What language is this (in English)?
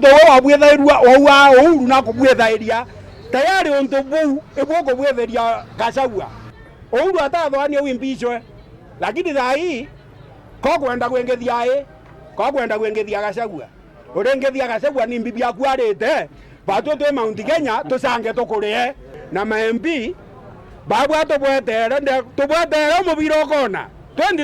Meru